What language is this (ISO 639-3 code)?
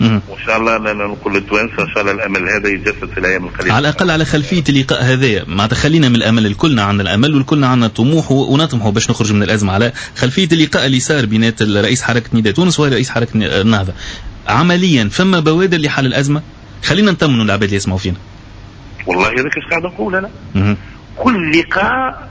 aeb